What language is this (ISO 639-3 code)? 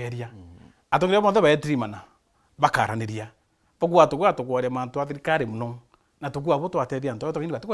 mer